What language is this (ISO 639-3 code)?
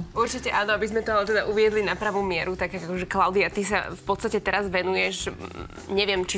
slk